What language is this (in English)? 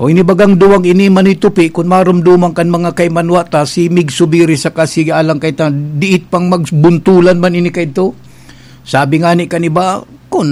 Bikol